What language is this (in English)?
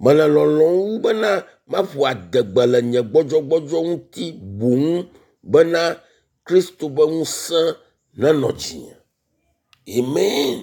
Ewe